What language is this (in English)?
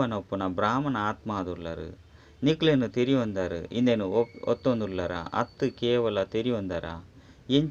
Tulu